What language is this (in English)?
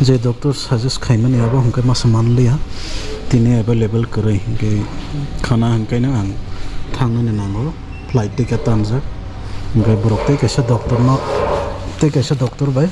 Kok Borok